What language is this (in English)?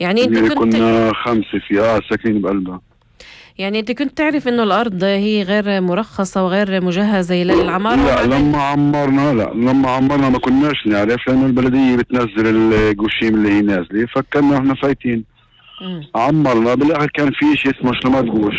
North Levantine Arabic